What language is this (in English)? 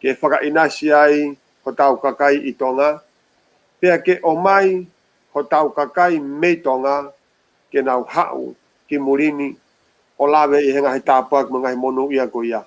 Tongan